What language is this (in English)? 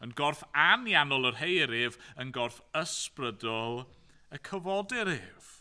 Welsh